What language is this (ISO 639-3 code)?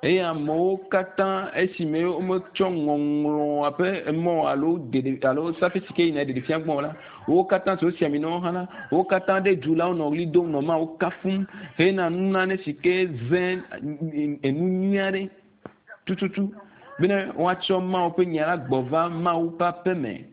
ewe